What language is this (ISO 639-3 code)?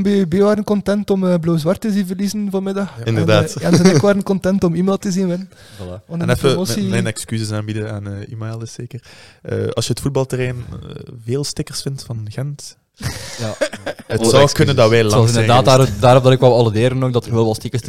nld